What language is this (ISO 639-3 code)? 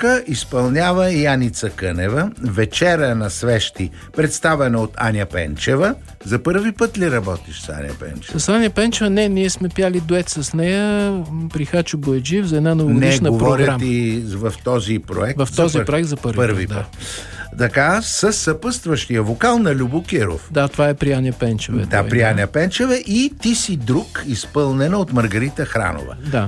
bul